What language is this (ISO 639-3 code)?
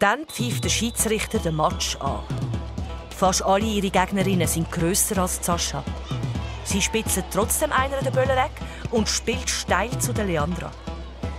gsw